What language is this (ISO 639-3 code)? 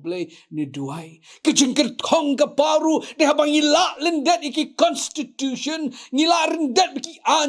kha